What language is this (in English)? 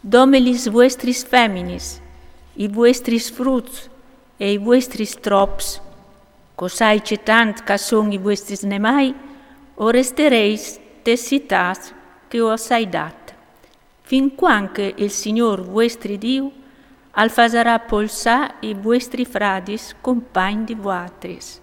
Friulian